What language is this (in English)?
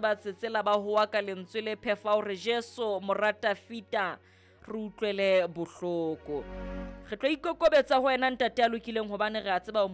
Southern Sotho